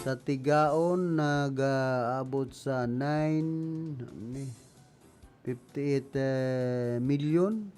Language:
Bikol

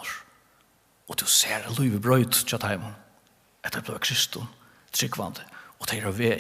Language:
Faroese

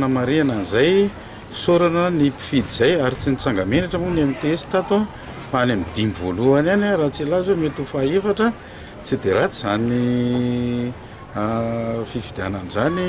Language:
Malagasy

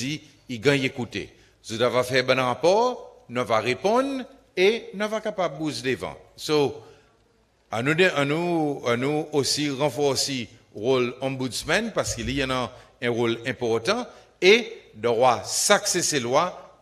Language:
Seselwa Creole French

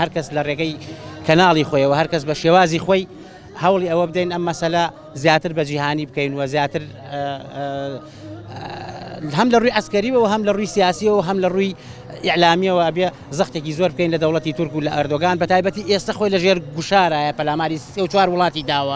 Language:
Central Kurdish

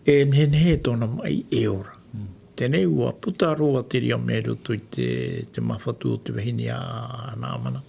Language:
Tahitian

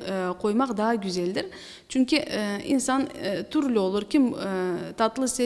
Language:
Crimean Tatar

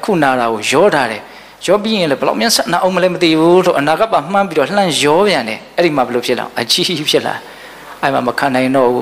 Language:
Burmese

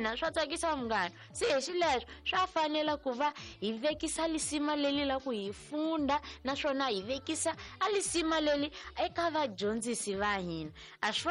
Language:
Tsonga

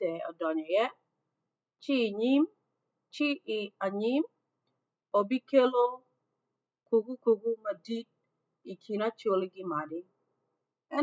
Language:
Acoli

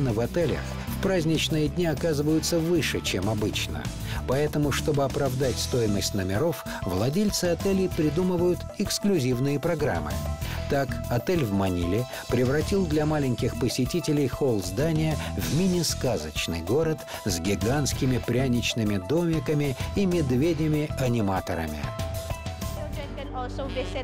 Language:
Russian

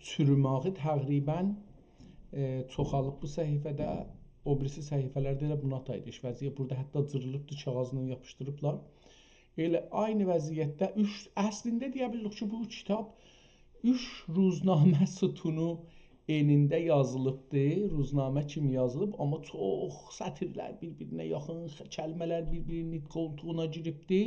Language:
South Azerbaijani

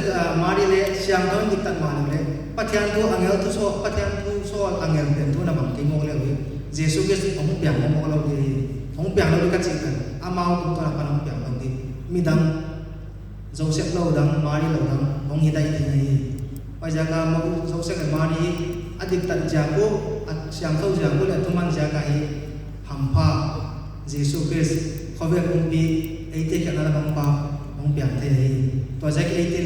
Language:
Paite Chin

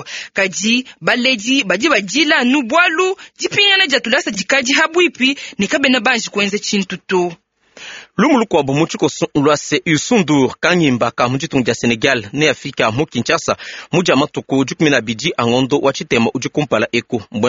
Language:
Luba-Lulua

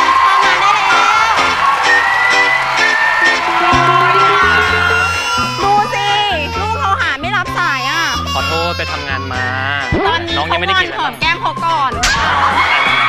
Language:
Thai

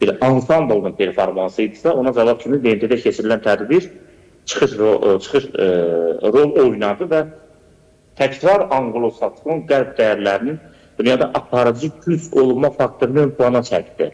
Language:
Azerbaijani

